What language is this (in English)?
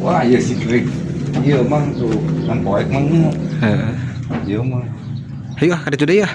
Sundanese